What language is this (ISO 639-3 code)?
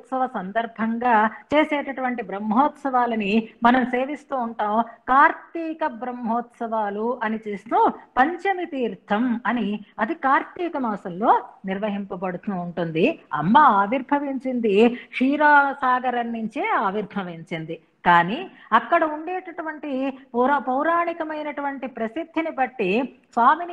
tel